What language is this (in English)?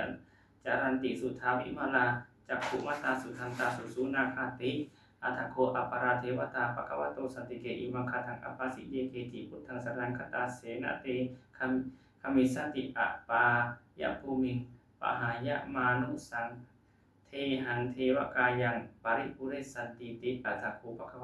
Pali